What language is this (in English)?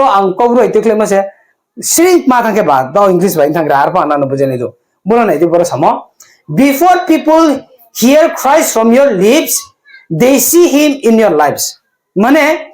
Riang (India)